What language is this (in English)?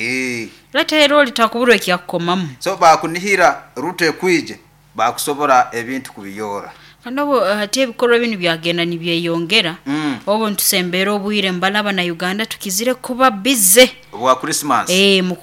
Nyoro